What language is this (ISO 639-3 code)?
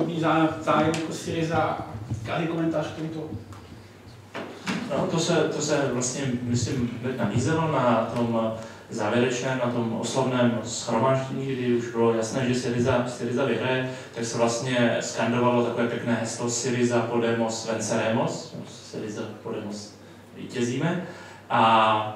ces